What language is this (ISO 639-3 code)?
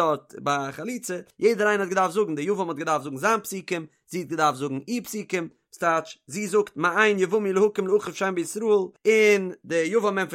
yid